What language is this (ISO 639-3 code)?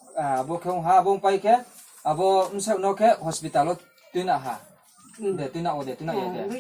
ria